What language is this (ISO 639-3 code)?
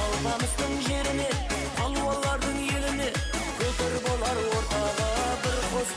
kaa